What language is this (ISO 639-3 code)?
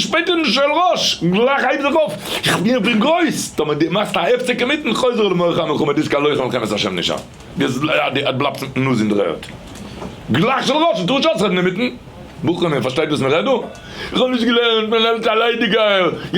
yid